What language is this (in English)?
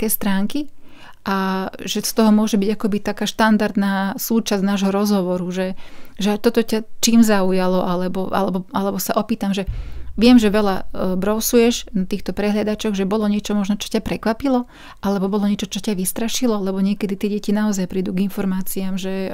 Slovak